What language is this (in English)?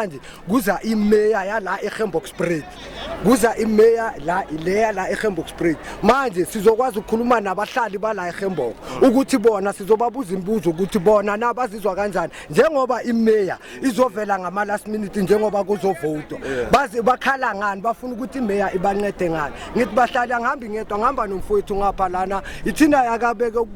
Zulu